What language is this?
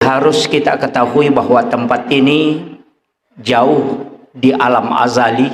Buginese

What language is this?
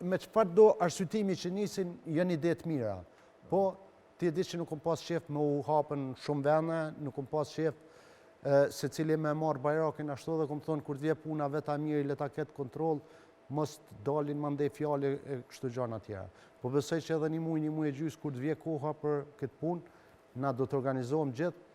Albanian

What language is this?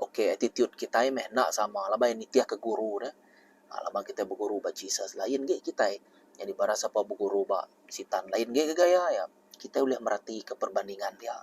Iban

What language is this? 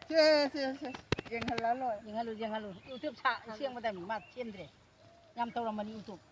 Manipuri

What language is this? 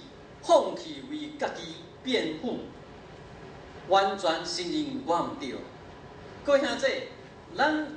Min Nan Chinese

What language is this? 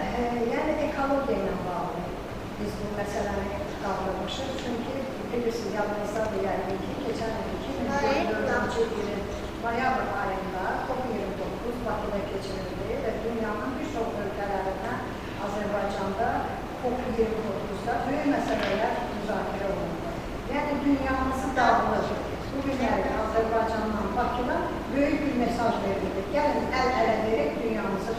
Azerbaijani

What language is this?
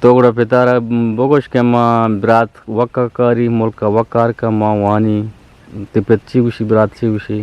Eastern Balochi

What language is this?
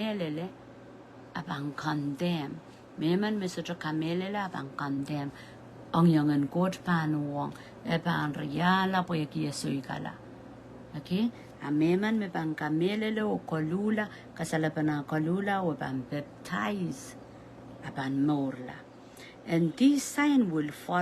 Pohnpeian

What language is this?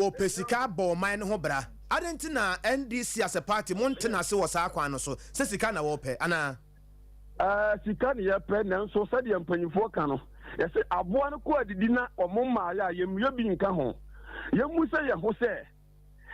Akan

